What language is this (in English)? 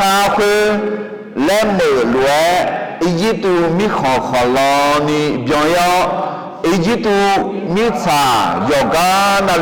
Akha